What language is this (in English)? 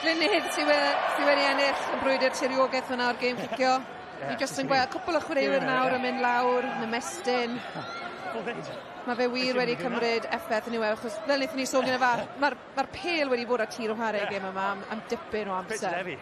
Welsh